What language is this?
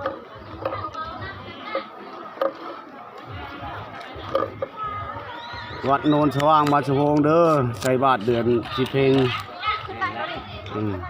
Lao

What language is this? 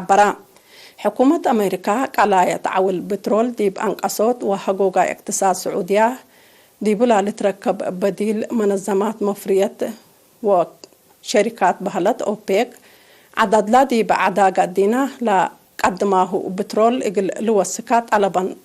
Tigre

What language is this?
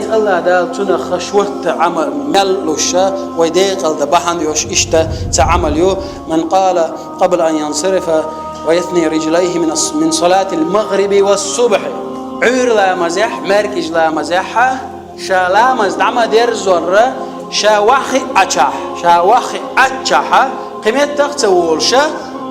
Chechen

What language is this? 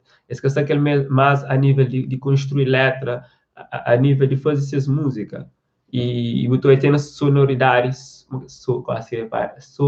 Kabuverdianu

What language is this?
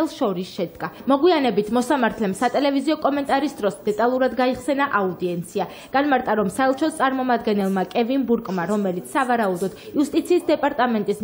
Georgian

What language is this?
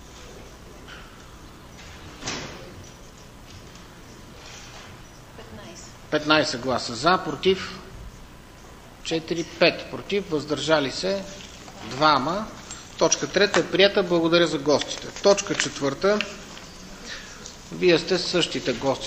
Bulgarian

